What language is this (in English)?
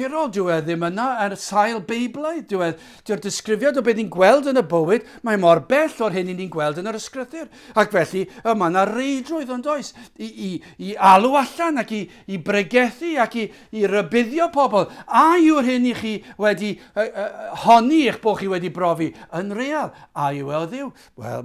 Welsh